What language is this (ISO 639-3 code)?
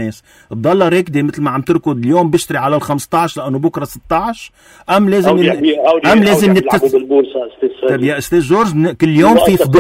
apc